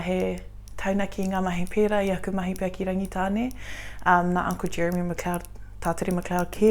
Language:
Māori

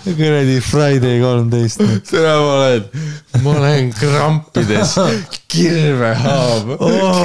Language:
Estonian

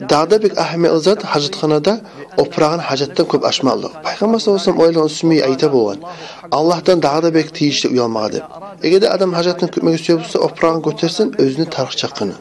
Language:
Kumyk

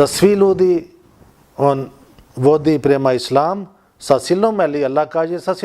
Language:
Bosnian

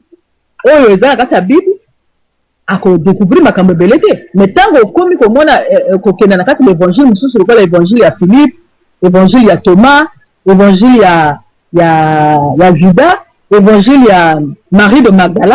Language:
Lingala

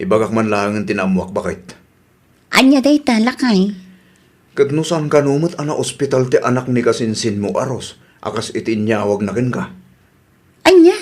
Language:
Iloko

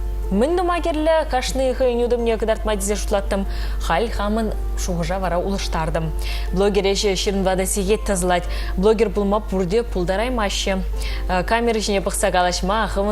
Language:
Chuvash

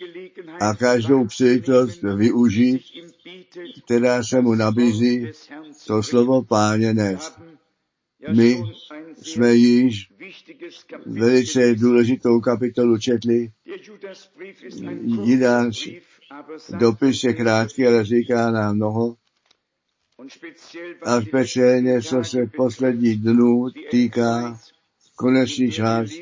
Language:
Czech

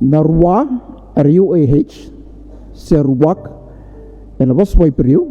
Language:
Fijian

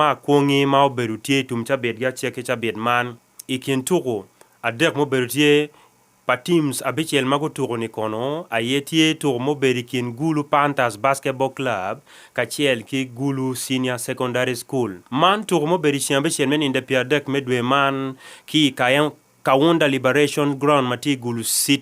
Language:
Acoli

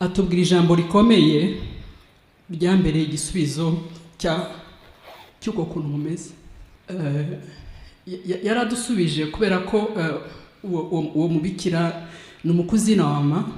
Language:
Kinyarwanda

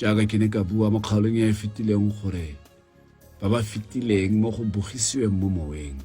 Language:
Tswana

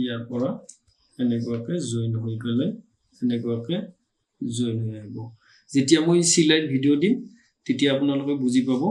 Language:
Assamese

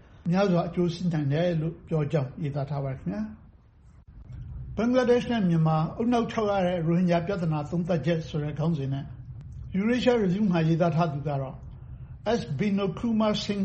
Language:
Burmese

